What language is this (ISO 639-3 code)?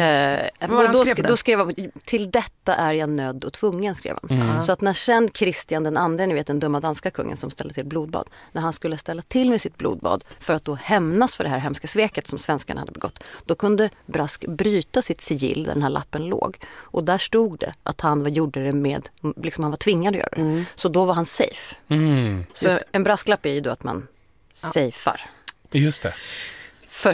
swe